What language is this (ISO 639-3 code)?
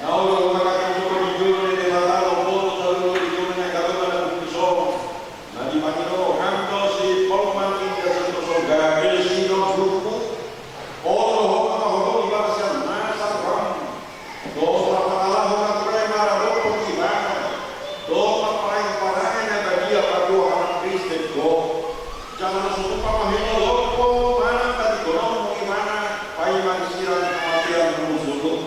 bbc